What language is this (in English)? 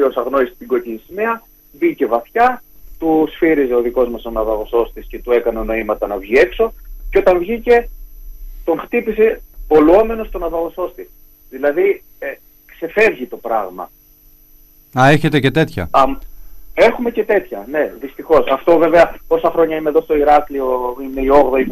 Greek